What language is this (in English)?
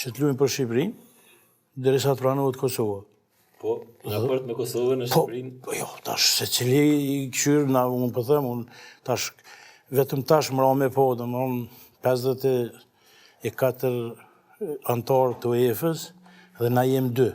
Albanian